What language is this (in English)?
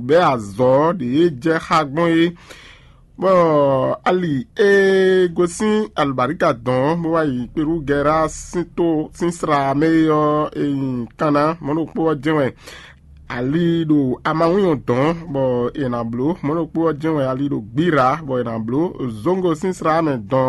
Fon